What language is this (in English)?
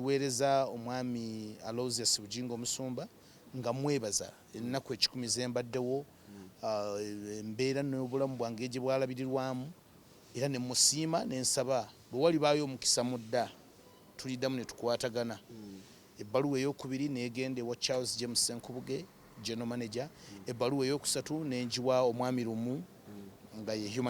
Ganda